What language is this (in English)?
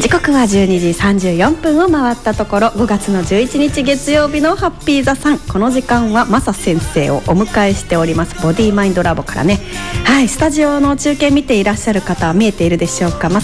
Japanese